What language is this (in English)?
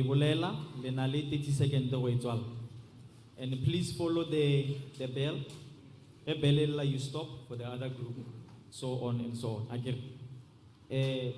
Northern Sotho